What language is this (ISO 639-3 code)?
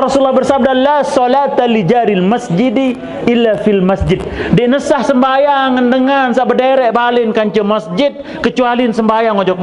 sas